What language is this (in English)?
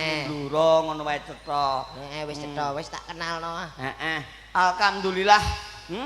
Javanese